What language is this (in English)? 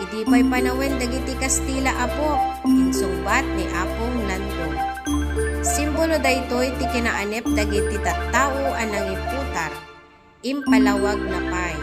Iloko